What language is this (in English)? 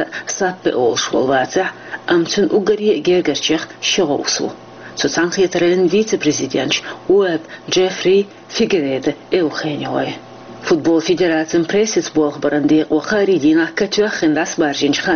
Chechen